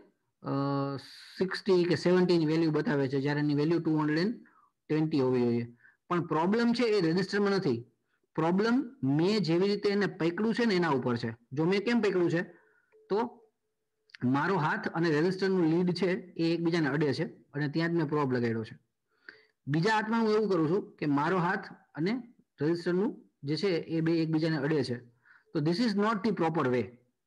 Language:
Gujarati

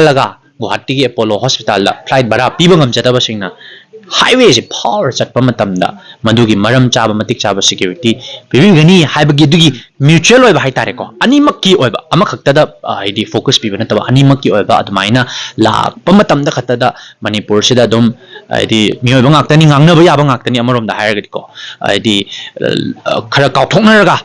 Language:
Manipuri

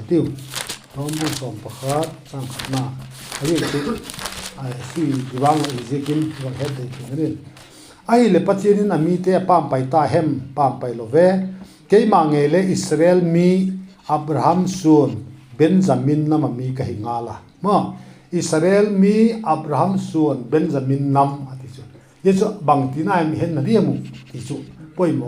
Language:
Vaiphei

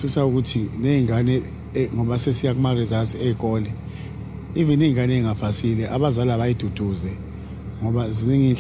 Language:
Zulu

